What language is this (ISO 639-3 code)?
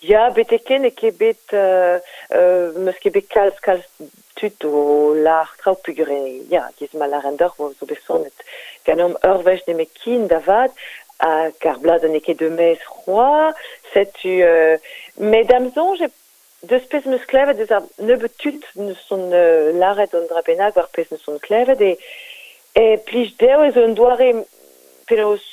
bre